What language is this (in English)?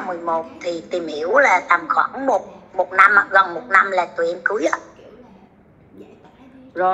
Vietnamese